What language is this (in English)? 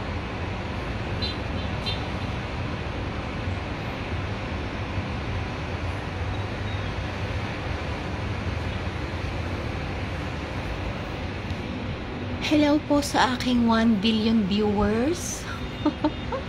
Filipino